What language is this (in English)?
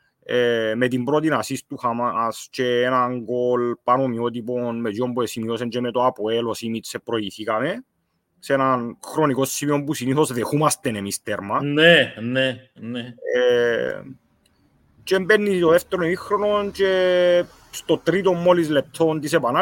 Greek